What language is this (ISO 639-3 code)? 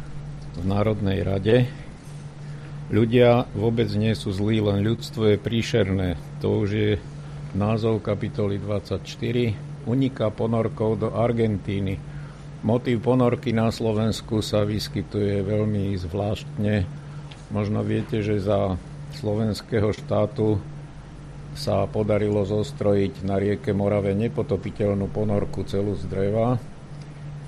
slk